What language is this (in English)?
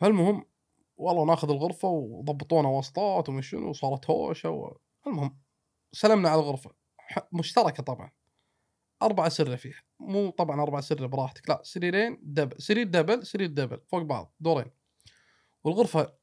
Gulf Arabic